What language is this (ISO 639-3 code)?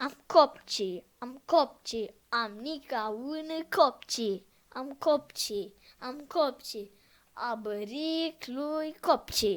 rup